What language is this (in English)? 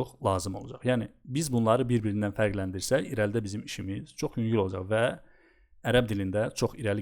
Azerbaijani